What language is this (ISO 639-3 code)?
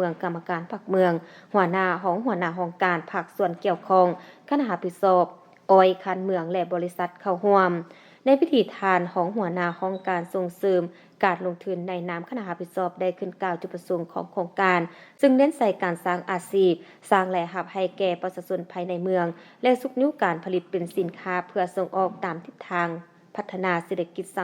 lao